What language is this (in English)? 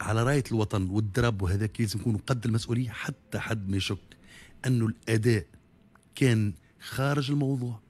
Tunisian Arabic